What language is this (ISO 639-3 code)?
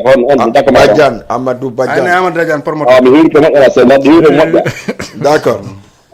ful